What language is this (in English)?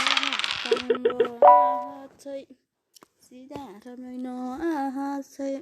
Somali